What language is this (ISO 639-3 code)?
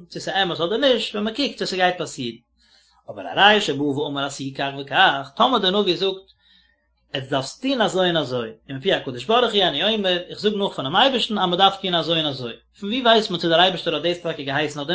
yid